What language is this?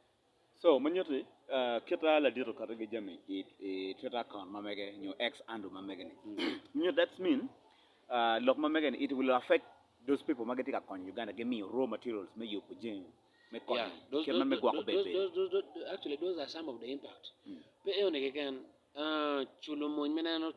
Acoli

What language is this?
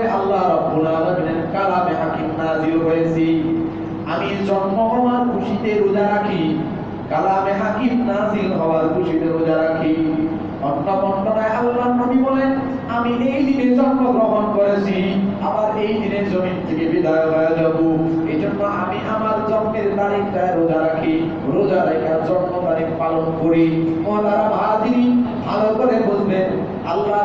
Bangla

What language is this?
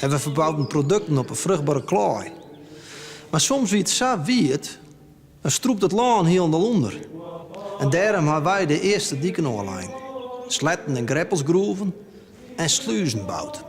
Western Frisian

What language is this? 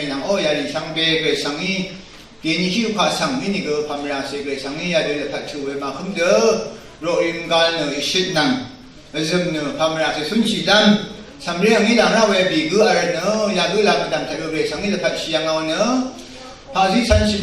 Rawang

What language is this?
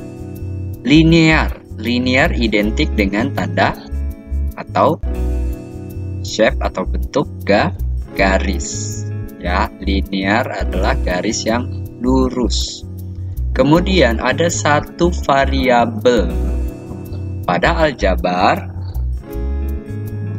Indonesian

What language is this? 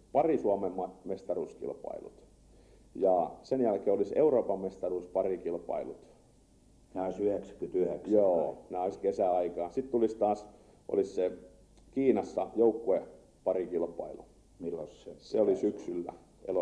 Finnish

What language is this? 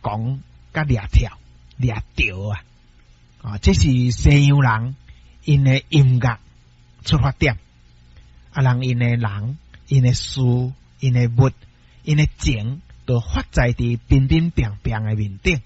Min Nan Chinese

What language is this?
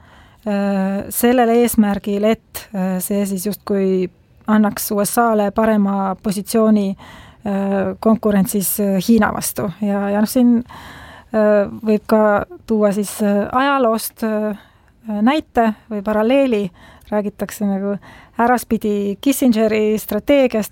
Estonian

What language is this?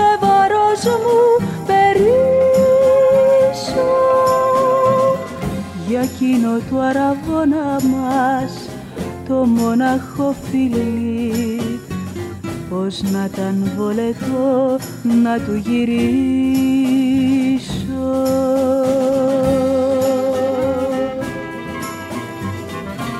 Greek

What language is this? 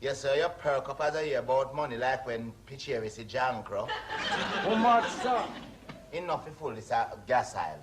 Jamaican Creole English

